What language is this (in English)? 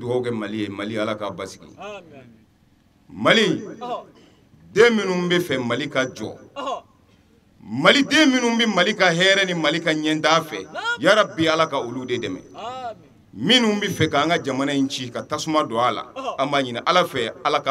Bambara